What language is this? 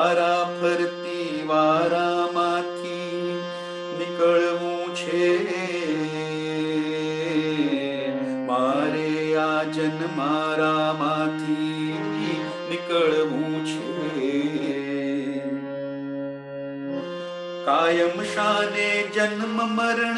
Gujarati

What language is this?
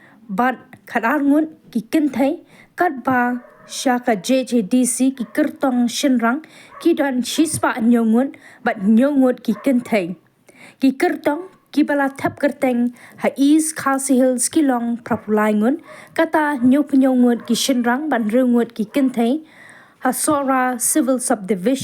Khasi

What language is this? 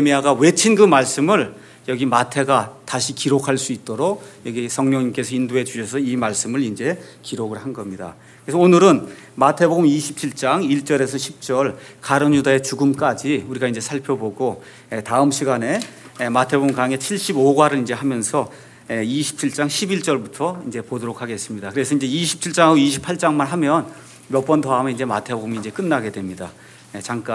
Korean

